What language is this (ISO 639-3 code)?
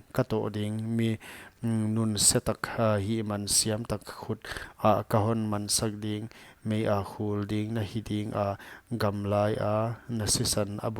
pck